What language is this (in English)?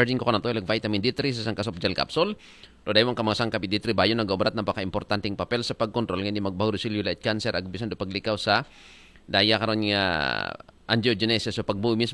Aklanon